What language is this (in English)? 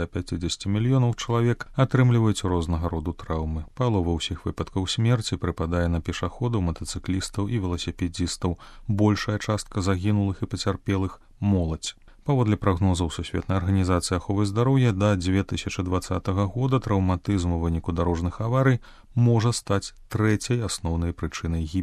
Belarusian